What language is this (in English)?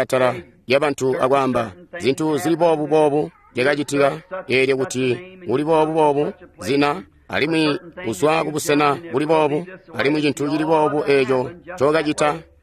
Tonga (Zambia)